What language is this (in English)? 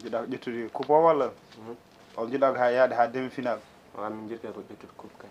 Fula